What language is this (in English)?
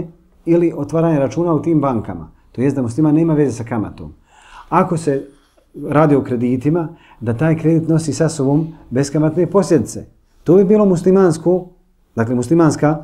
Bosnian